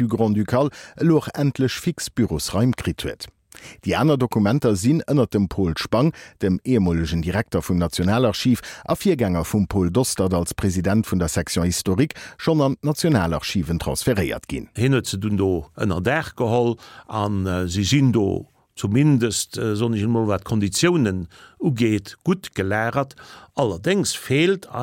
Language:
Luxembourgish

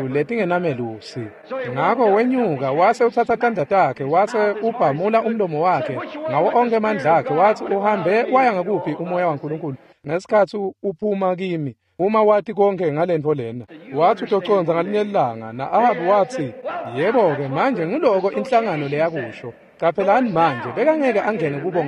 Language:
Swati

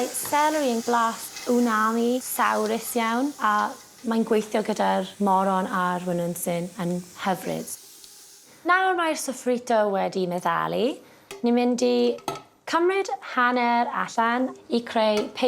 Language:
Welsh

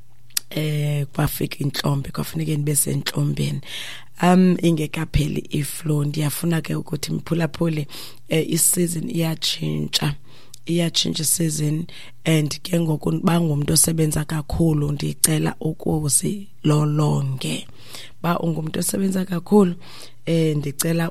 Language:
Xhosa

